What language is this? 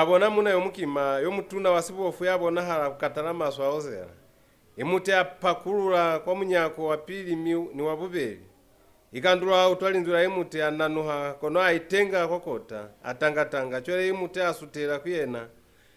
Lozi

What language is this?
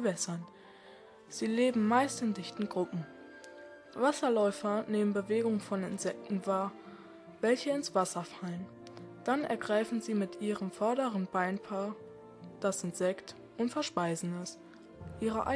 German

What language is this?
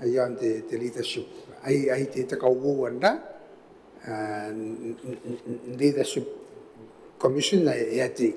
Gilbertese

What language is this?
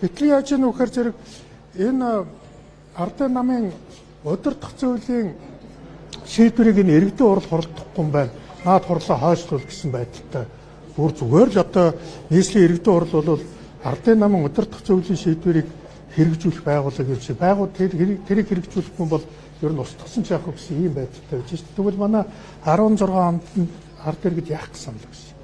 Mongolian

